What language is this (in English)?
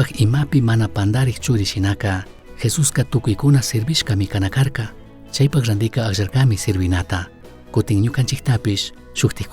Chimborazo Highland Quichua